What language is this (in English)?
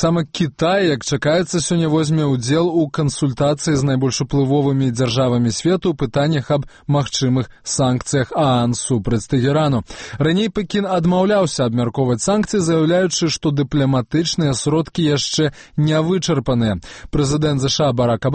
Belarusian